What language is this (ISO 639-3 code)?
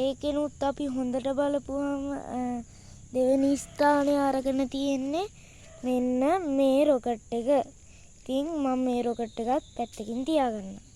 sin